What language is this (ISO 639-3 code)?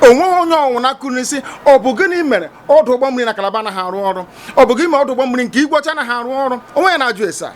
ibo